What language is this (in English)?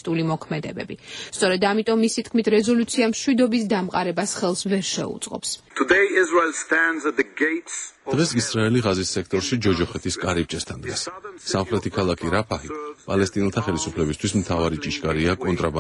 Georgian